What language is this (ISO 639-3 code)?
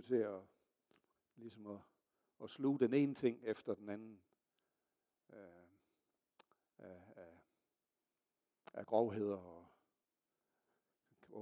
dan